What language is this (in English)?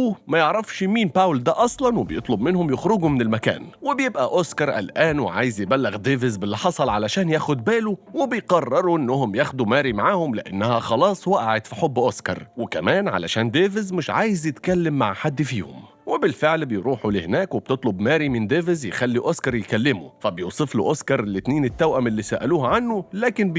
Egyptian Arabic